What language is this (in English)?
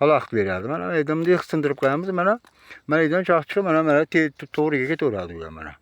Uzbek